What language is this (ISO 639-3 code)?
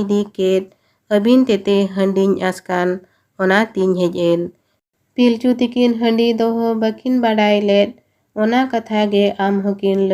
sat